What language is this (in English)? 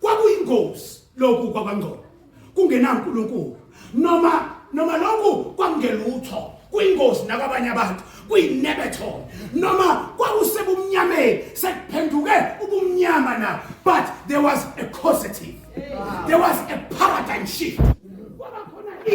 Zulu